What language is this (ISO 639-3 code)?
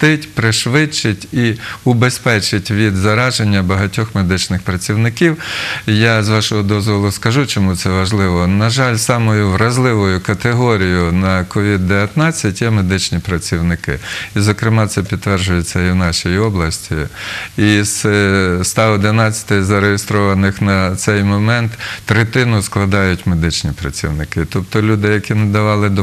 ukr